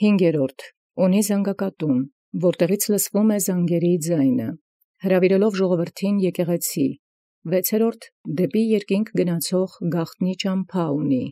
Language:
Armenian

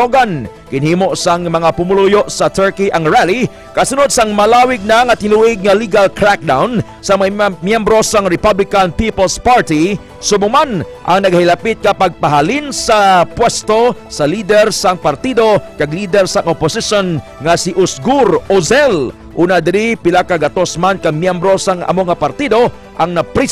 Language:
Hiligaynon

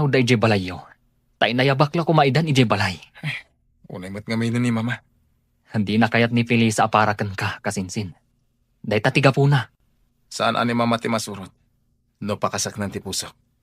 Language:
Iloko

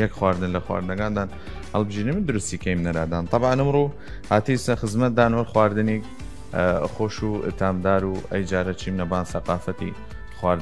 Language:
Southern Kurdish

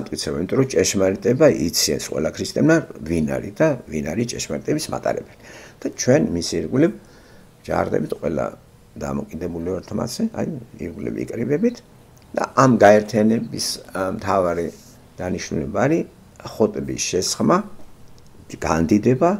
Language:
Georgian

